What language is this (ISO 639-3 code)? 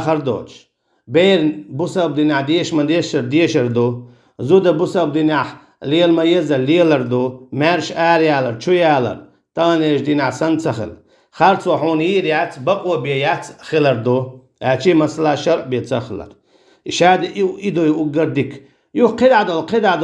che